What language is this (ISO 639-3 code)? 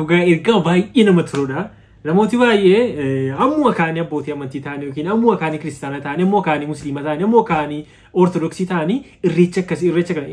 orm